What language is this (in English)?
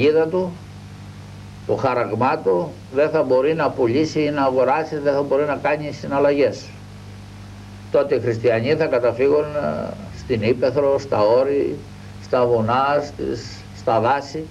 Greek